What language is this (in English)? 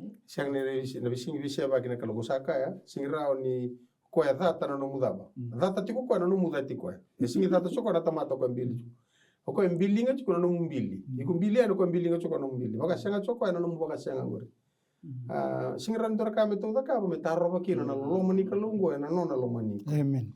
Fijian